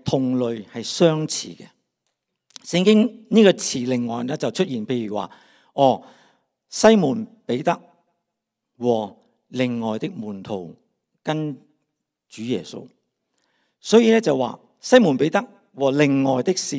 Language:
Cantonese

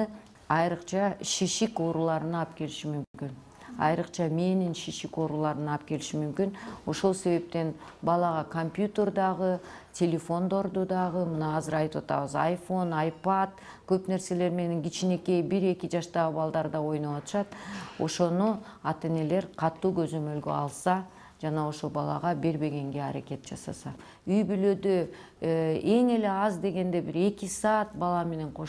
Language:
Kyrgyz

